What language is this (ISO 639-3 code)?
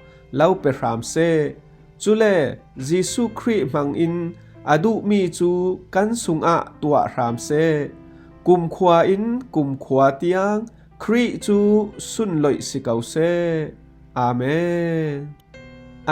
cfm